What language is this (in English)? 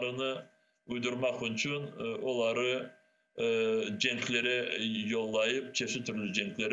Crimean Tatar